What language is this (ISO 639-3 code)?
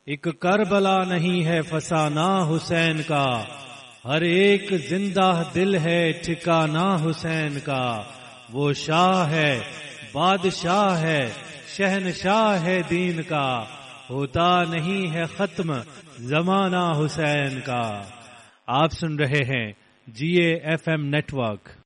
urd